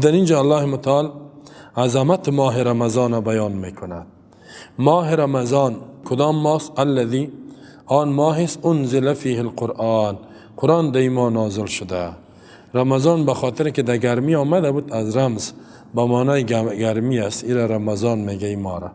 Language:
Persian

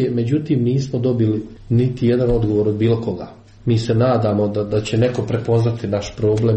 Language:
Croatian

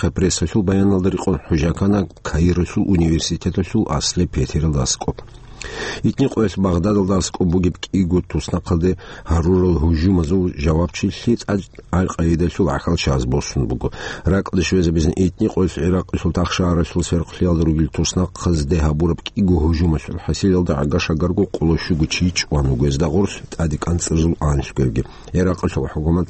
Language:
Avaric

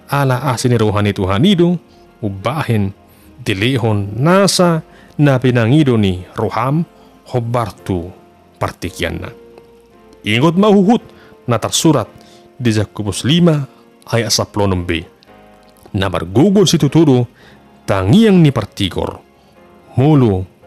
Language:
Batak Toba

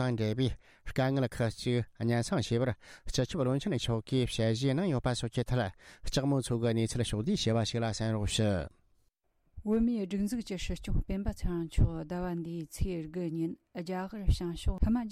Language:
Tibetan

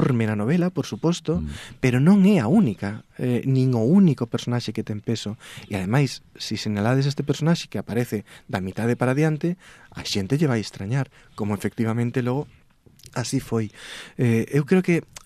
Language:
Galician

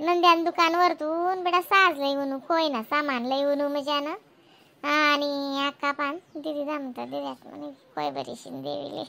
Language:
Khandesi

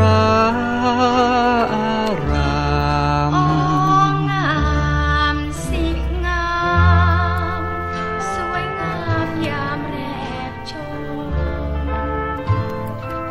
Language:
Thai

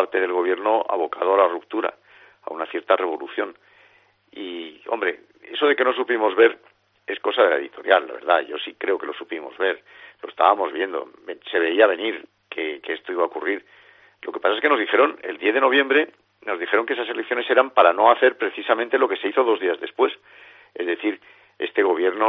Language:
Spanish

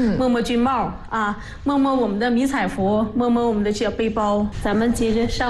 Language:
Chinese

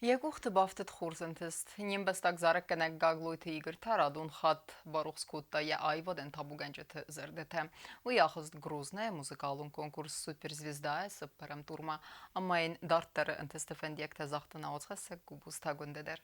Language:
Ossetic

